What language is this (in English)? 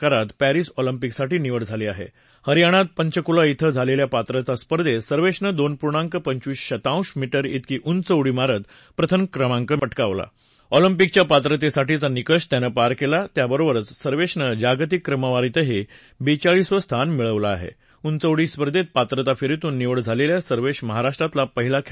Marathi